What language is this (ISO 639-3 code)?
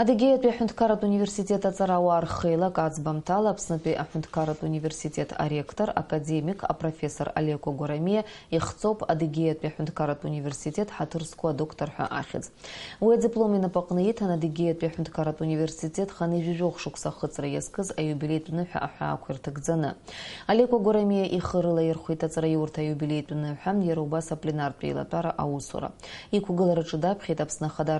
abk